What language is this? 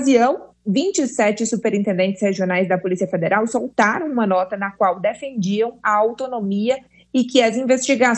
Portuguese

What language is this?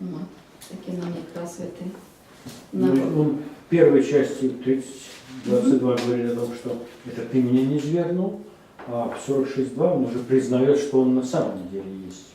Belarusian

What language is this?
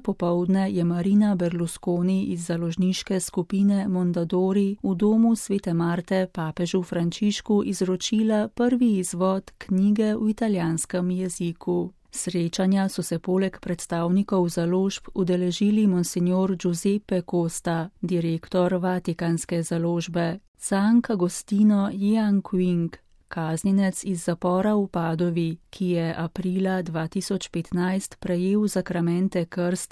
Slovenian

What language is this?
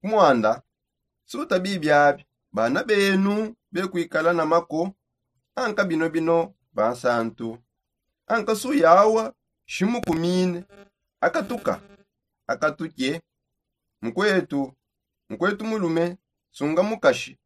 Songe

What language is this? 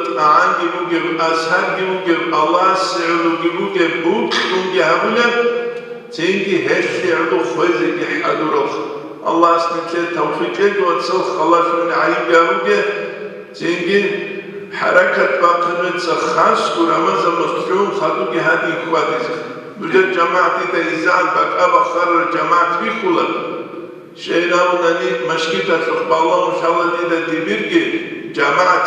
Avaric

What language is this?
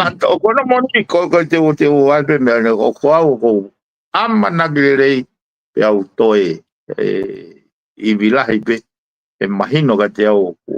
Tongan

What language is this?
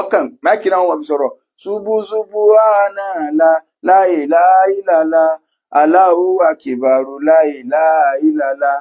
Yoruba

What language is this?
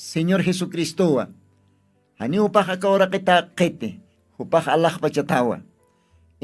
Aymara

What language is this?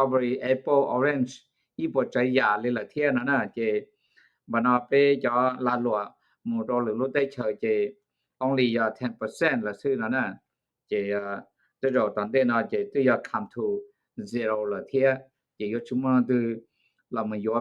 Hmong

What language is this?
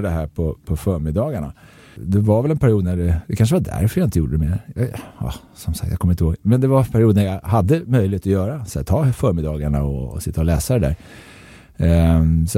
Swedish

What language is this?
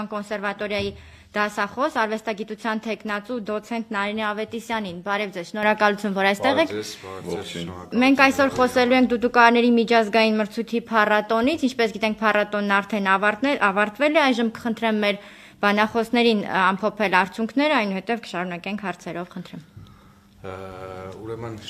Armenian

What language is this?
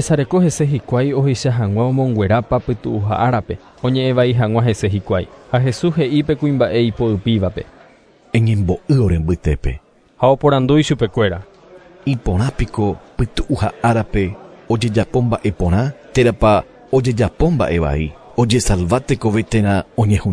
Guarani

